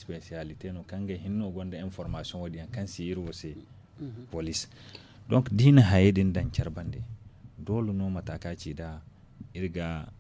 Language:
Zarma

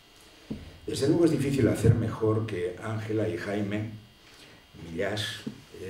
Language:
Spanish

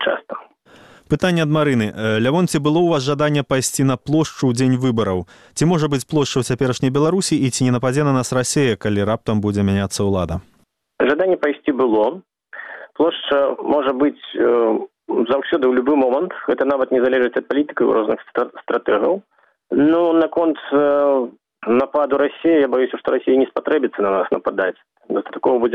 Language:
Belarusian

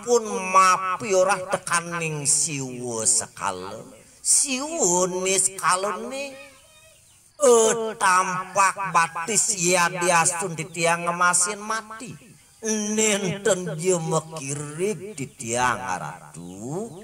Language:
Balinese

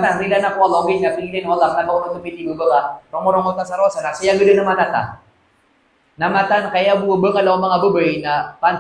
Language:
Maranao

